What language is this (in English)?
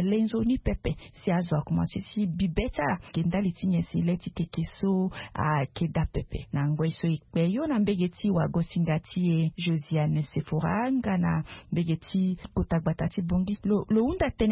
Sango